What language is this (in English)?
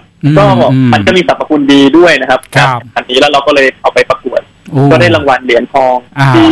Thai